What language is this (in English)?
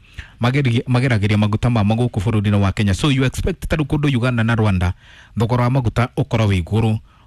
Kikuyu